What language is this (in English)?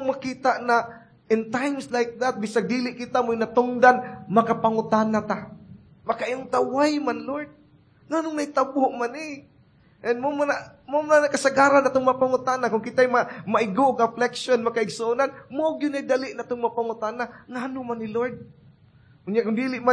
Cebuano